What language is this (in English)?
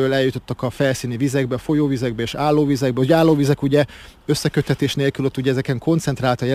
Hungarian